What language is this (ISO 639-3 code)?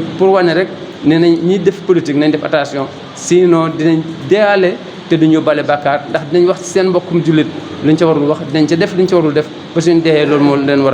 wol